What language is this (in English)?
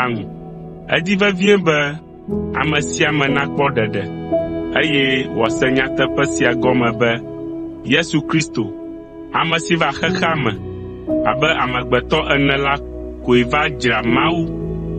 Ewe